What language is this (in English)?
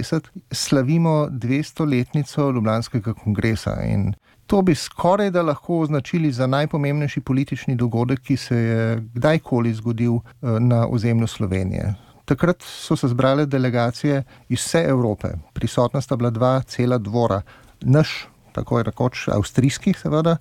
Slovenian